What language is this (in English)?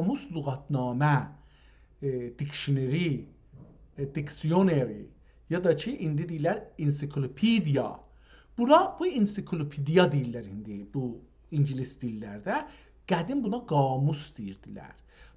South Azerbaijani